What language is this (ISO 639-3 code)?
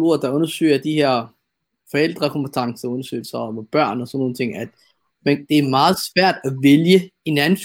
dan